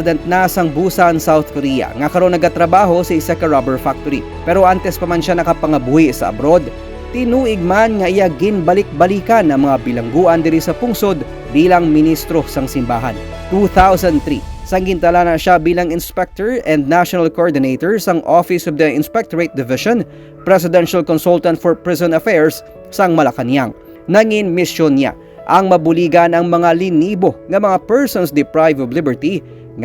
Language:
Hiligaynon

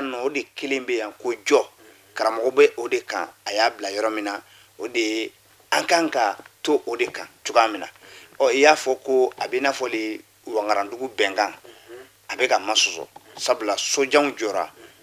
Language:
Bambara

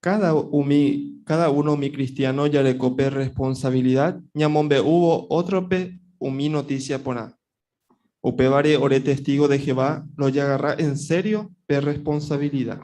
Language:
Guarani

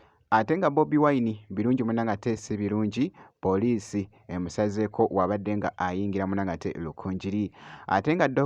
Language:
Ganda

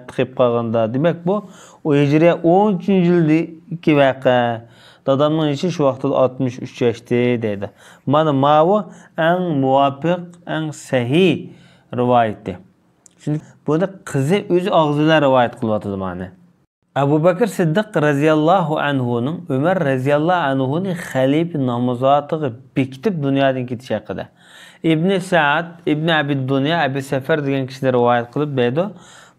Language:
Uyghur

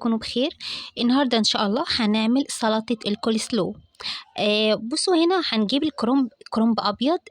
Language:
Egyptian Arabic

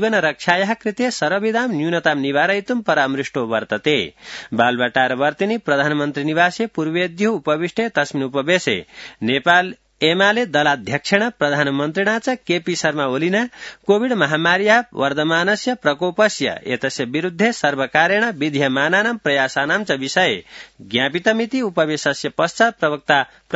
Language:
Sanskrit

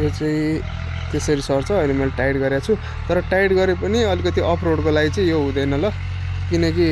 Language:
Nepali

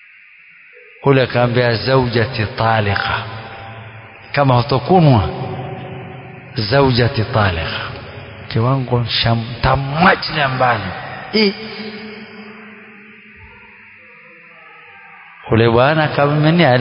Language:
Swahili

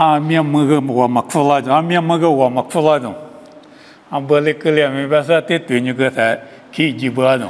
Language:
Lisu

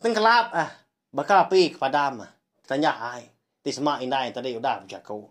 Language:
Iban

